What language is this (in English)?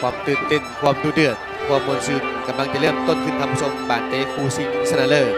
Lao